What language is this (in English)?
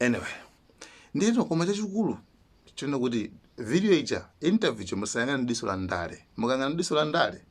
Nyanja